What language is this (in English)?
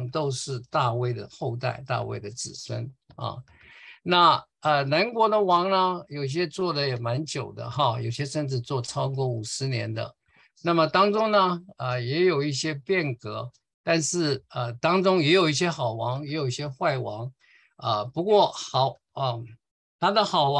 Chinese